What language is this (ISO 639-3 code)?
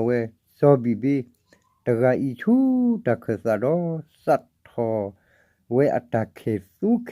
ksw